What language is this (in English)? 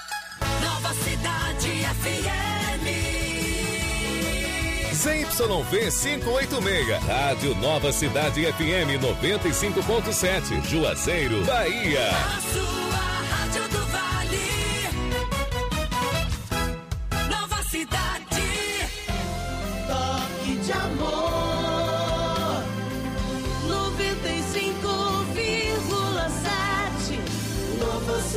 Portuguese